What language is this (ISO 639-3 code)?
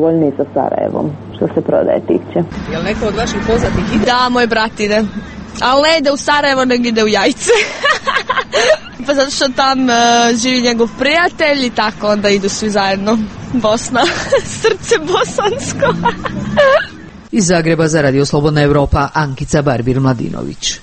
hrv